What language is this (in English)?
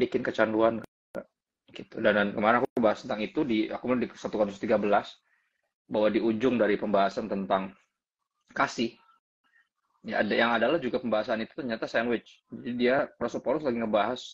Indonesian